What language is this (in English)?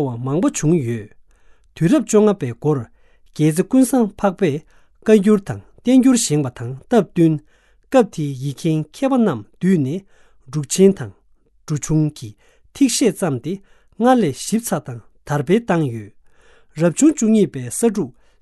Tibetan